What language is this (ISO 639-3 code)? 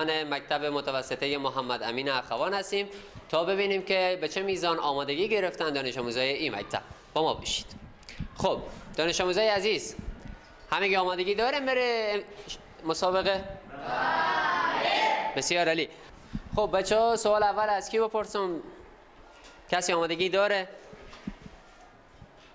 fas